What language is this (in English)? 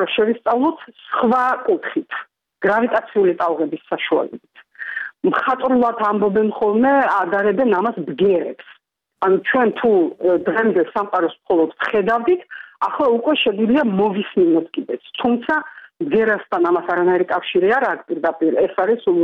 Georgian